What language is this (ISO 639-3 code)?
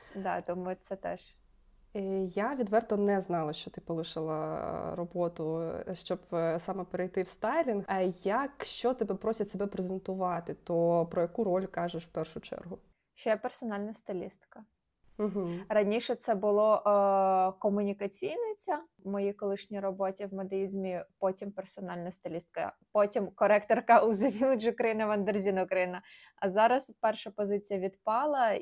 ukr